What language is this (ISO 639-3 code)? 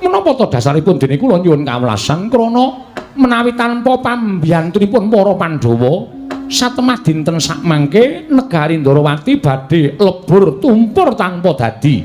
jav